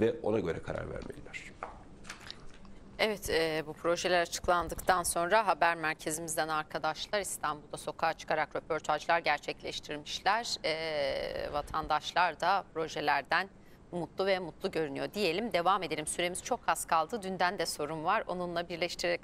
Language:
Turkish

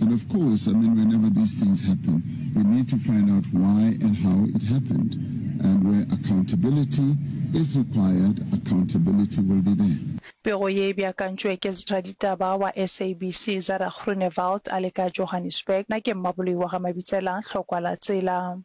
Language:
Northern Sotho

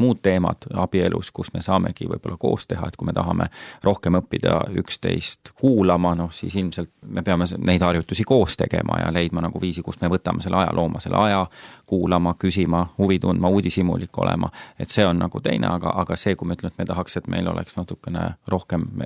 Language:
Estonian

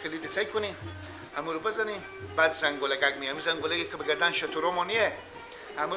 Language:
Persian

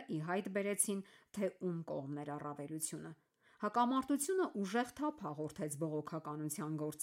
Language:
Armenian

